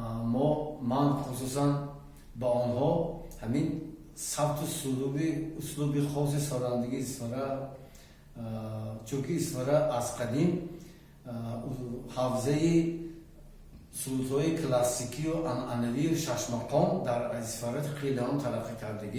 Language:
Tajik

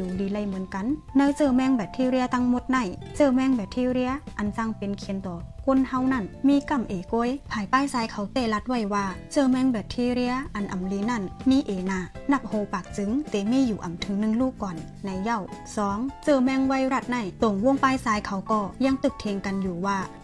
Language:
Shan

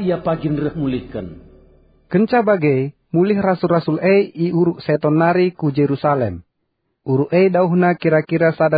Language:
Batak Karo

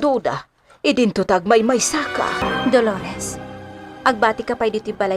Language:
Iloko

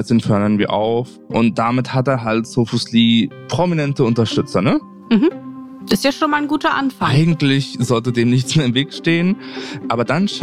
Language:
German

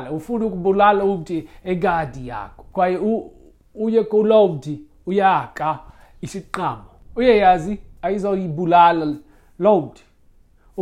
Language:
Xhosa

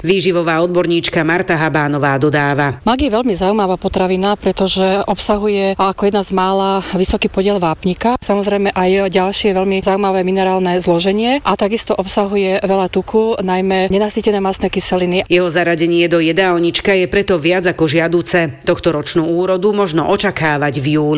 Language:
Slovak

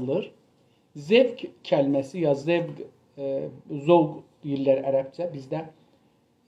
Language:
South Azerbaijani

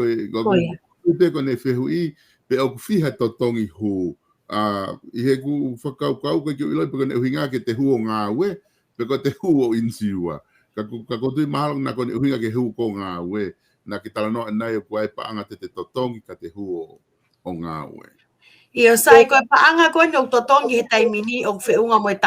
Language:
Tongan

